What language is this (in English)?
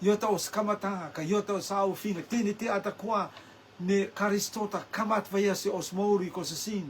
Rotuman